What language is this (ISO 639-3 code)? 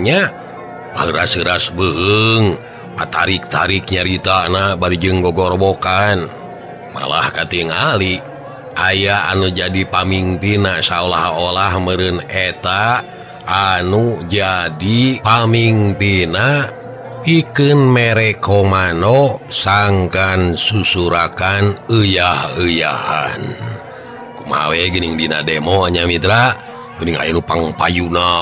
sun